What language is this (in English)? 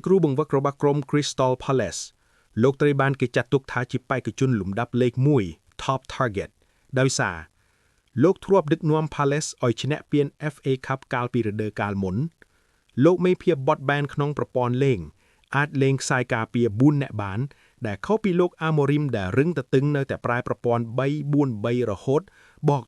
Khmer